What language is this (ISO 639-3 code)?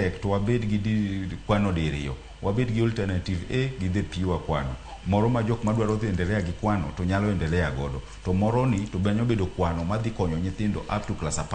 luo